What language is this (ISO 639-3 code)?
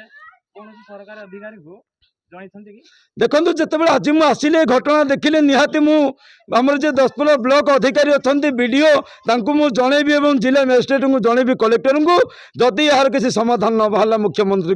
ori